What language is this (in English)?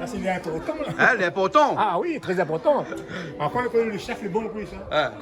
Réunion Creole French